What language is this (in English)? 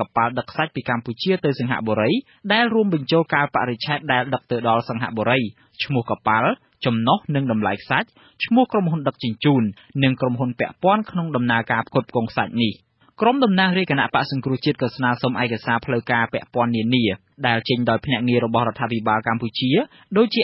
Khmer